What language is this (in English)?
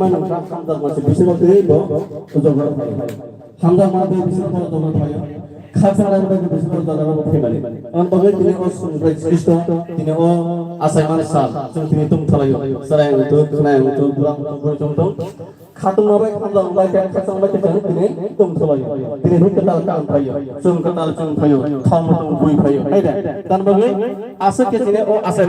Kok Borok